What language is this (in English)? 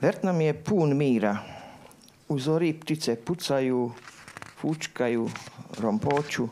Serbian